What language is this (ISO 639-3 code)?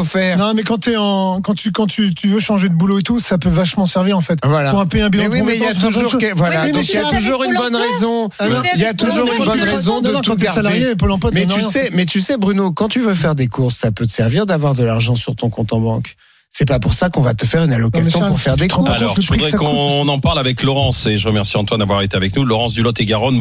fra